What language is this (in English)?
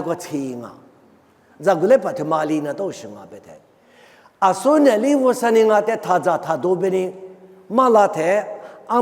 Lisu